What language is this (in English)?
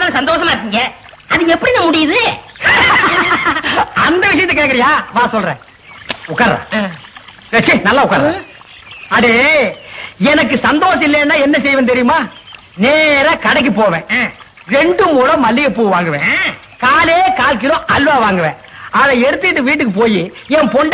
Tamil